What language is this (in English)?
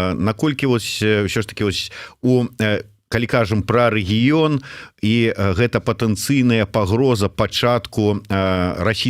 Belarusian